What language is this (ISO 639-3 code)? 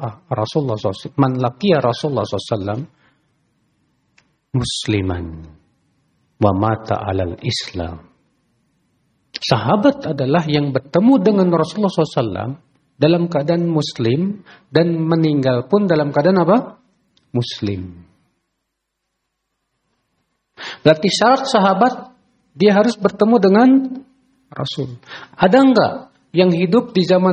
ind